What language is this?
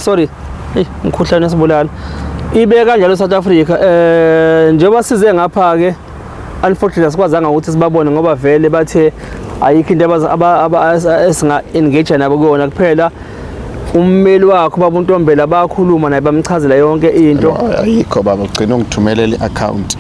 Zulu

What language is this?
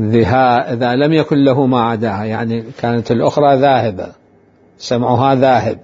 Mesopotamian Arabic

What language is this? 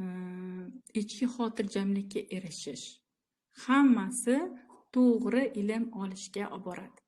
Uzbek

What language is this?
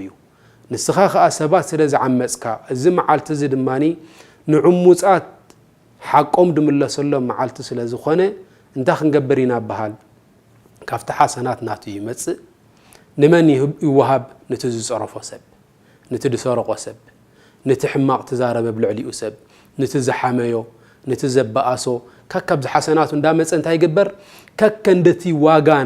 Tigrinya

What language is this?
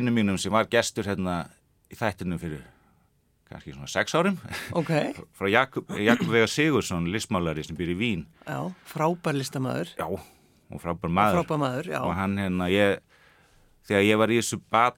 Icelandic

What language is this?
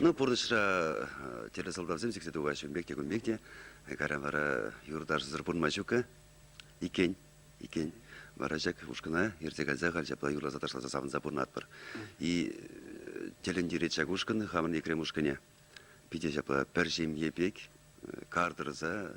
Chuvash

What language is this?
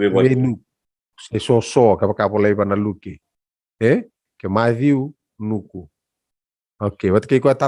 Fijian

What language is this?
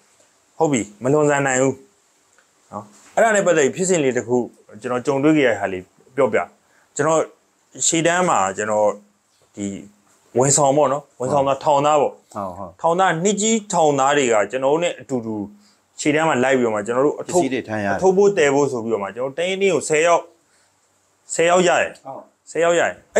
Burmese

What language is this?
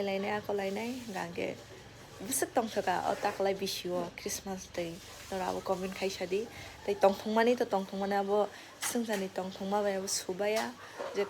Kok Borok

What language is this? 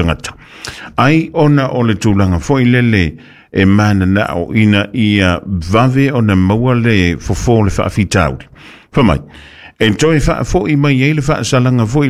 Samoan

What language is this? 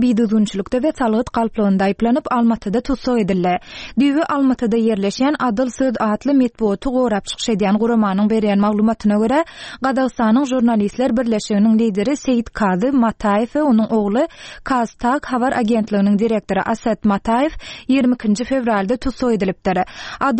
Turkmen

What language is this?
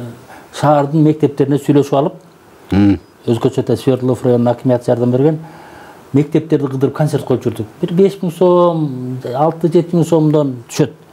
Kyrgyz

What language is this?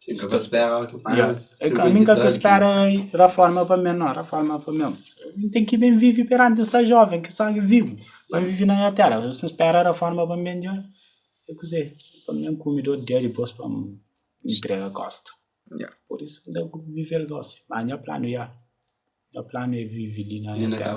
Kabuverdianu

